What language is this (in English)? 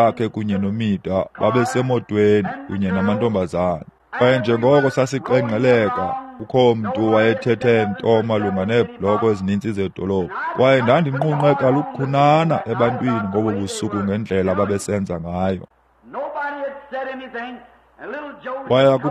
Xhosa